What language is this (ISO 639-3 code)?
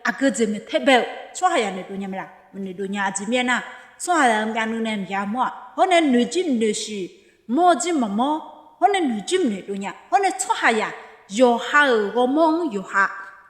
ahk